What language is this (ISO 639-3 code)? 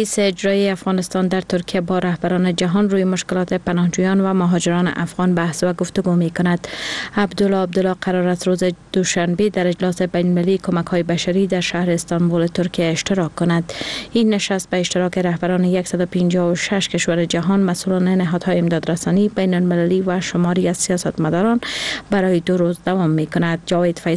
fas